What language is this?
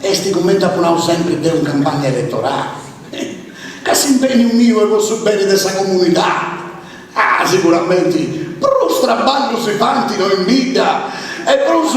Sardinian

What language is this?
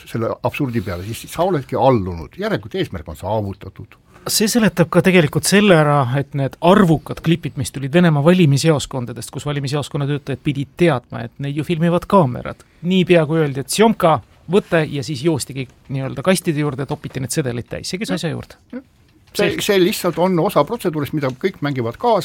Estonian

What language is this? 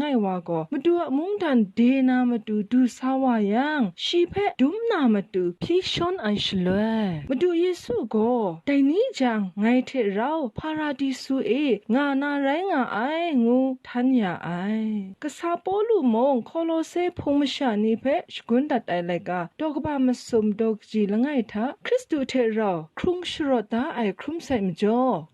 Kachin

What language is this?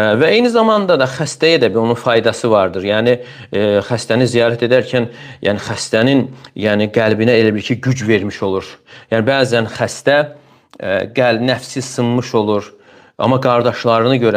Azerbaijani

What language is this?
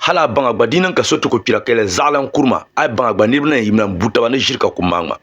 Dagbani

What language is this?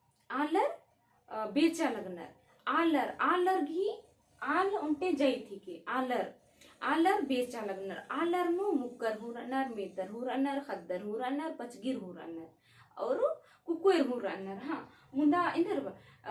Kurukh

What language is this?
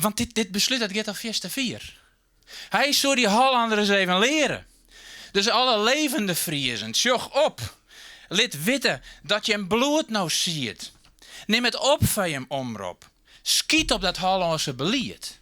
Western Frisian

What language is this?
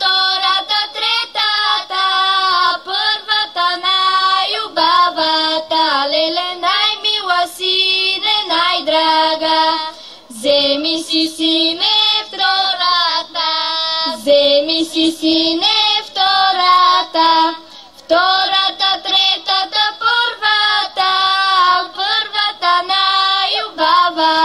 Bulgarian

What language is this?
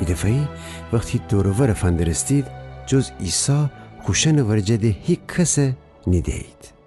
Gilaki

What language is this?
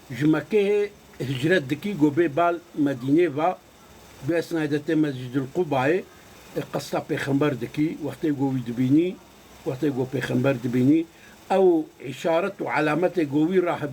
Kurdish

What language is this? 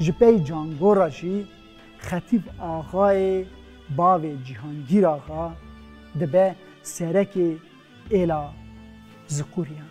Kurdish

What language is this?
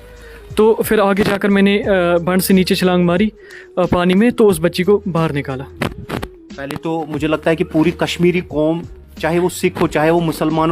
Kashmiri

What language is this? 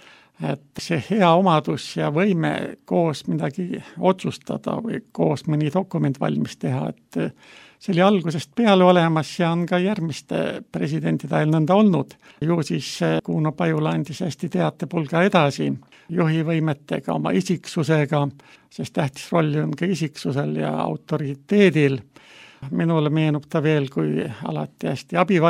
Estonian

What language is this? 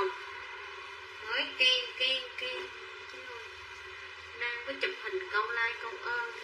Vietnamese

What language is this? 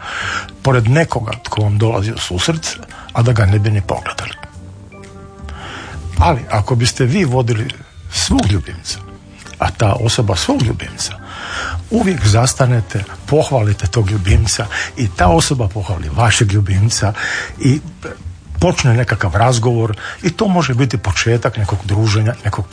Croatian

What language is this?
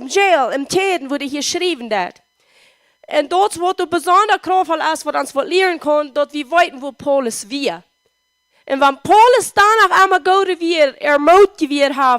Plautdietsch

